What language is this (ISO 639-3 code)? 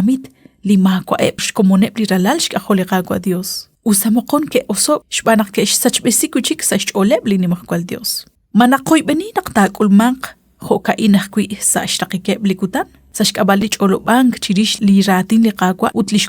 kek